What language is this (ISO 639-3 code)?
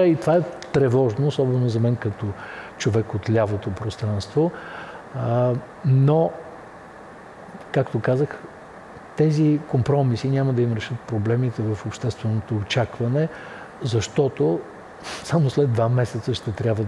bul